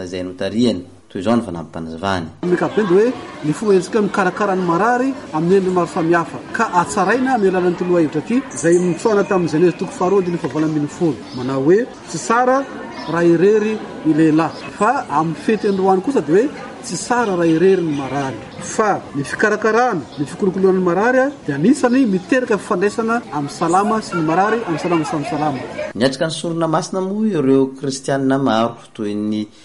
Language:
Malagasy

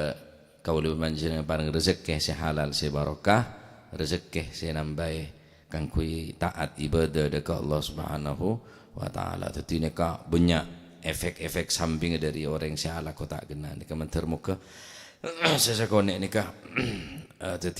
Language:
Madurese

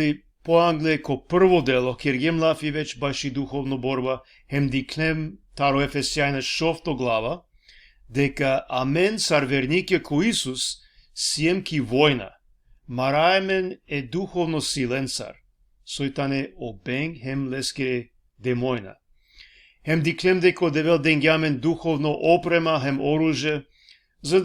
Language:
Balkan Romani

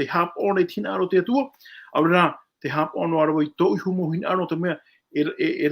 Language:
Tahitian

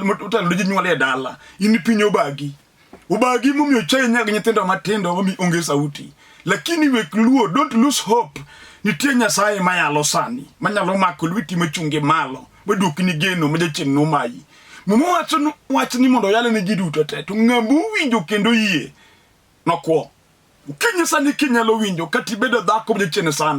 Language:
Luo (Kenya and Tanzania)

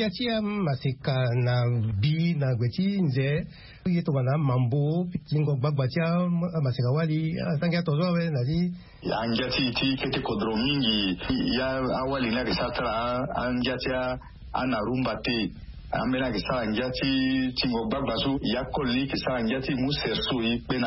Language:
Sango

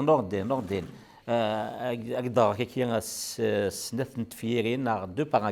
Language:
Kabyle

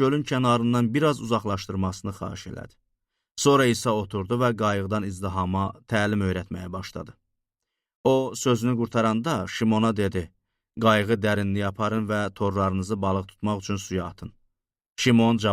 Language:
Azerbaijani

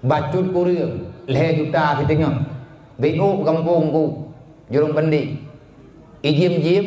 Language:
Achinese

